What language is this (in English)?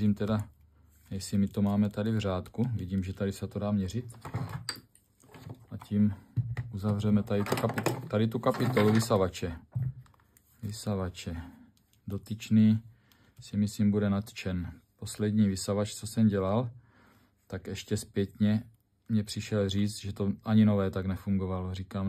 Czech